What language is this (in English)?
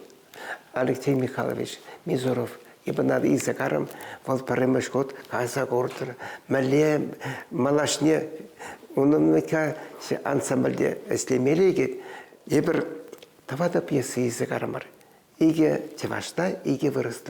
Chuvash